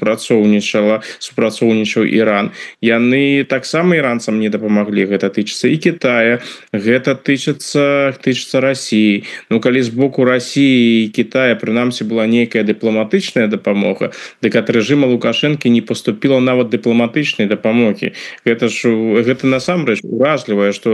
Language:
Belarusian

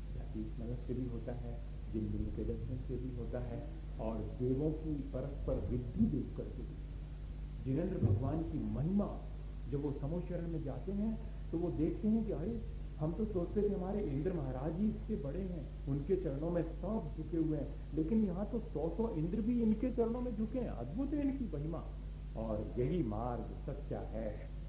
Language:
Hindi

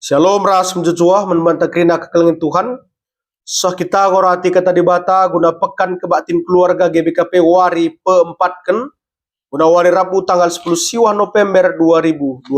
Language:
Batak Karo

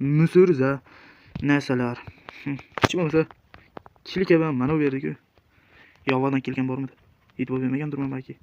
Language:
Uzbek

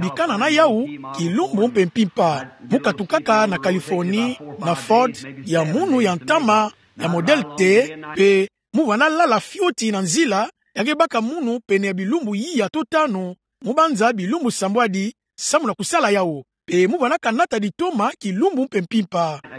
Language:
Kituba (Democratic Republic of Congo)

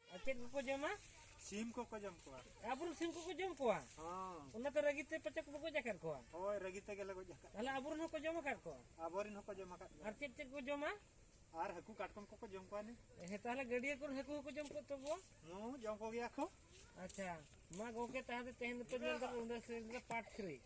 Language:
Santali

